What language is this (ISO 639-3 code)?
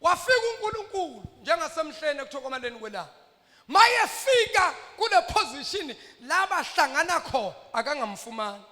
zul